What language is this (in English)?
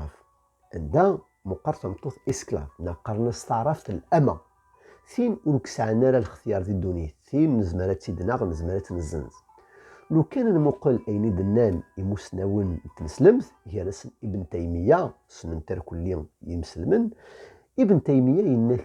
Kabyle